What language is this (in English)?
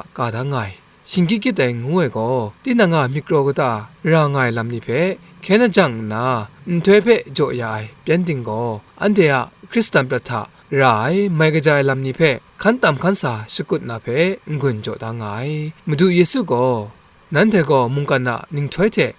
Kachin